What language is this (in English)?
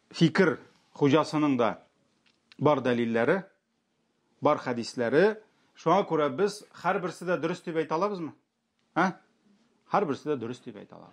Tatar